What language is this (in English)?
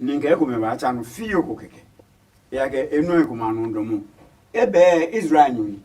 Adangme